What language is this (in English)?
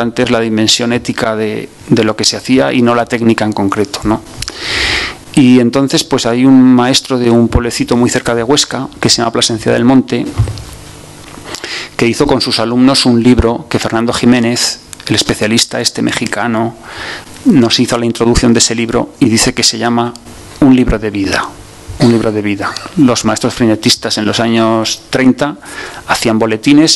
Spanish